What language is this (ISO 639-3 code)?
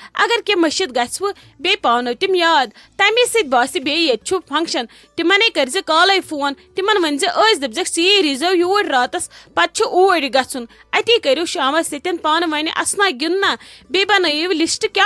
kas